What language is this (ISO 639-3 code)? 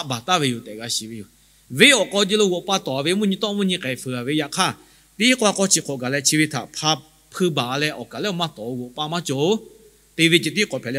lhu